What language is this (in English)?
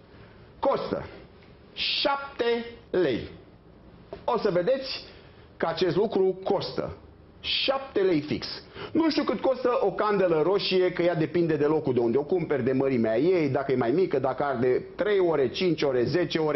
Romanian